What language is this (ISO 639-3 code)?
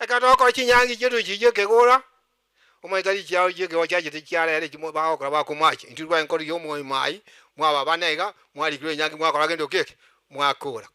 guz